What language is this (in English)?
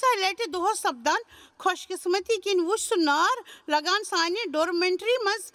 Kashmiri